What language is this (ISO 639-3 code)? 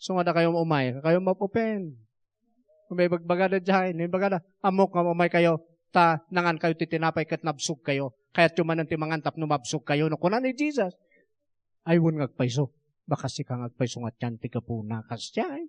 ilo